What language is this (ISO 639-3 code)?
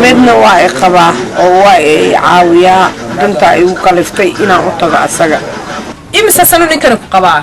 som